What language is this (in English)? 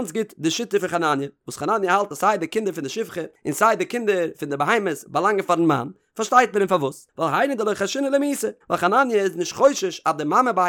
Yiddish